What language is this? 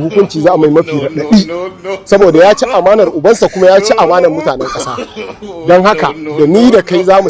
Hausa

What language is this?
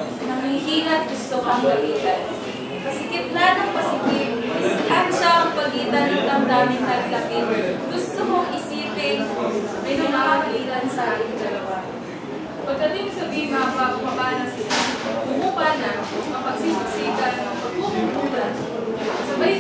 Filipino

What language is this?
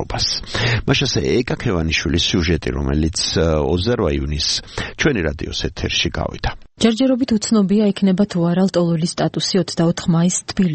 Georgian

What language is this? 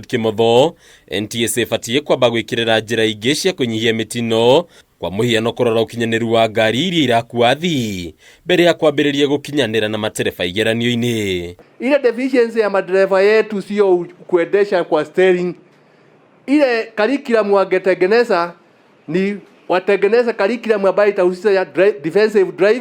Kikuyu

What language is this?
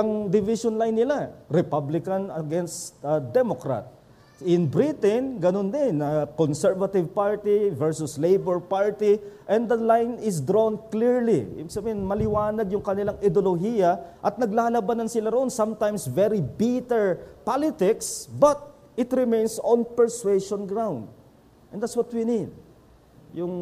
Filipino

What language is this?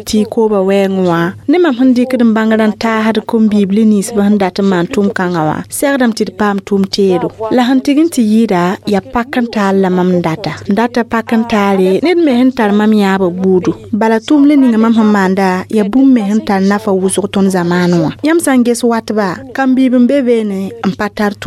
Mossi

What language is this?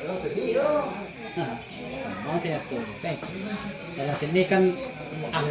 Minangkabau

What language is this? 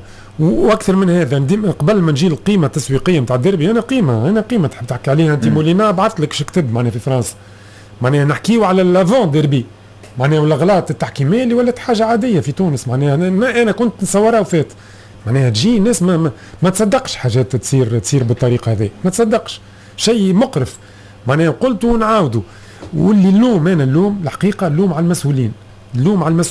Tunisian Arabic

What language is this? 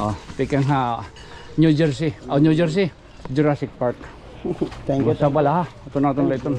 Waray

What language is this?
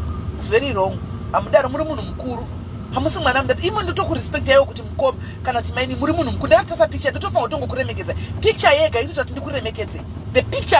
Shona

